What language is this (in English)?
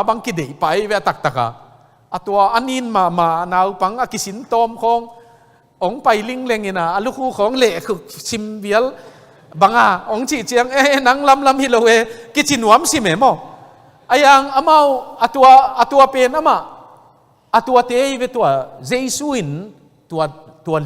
Tedim Chin